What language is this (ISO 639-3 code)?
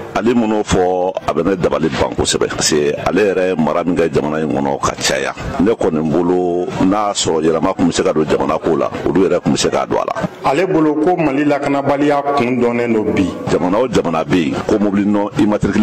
bam